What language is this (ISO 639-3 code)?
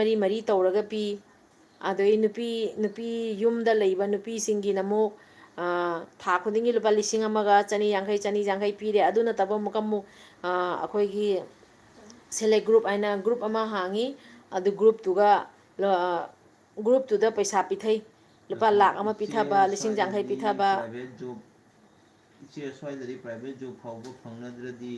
mni